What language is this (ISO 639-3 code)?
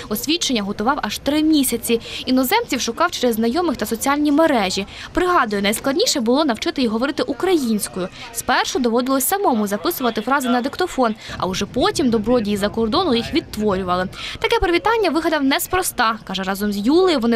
ukr